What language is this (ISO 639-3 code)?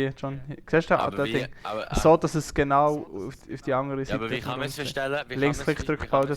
gsw